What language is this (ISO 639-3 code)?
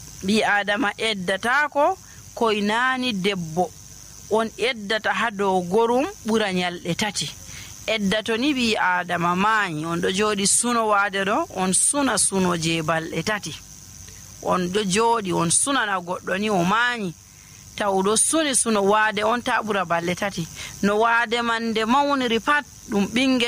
fuv